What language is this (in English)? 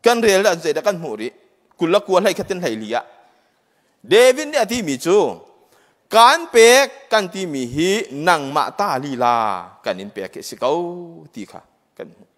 Hakha Chin